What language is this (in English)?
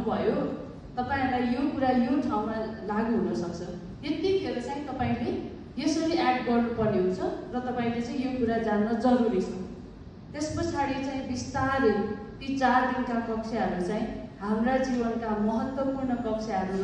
Nepali